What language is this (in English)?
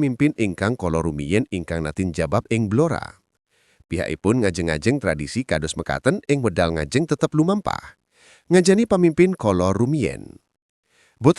Javanese